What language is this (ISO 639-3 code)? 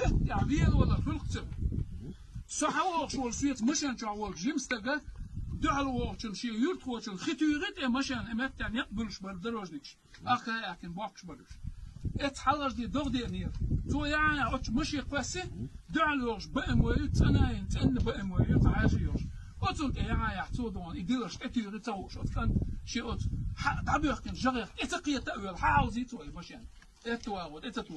che